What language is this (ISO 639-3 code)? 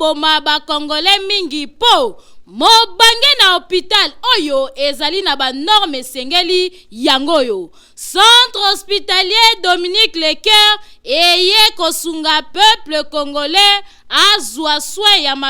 lin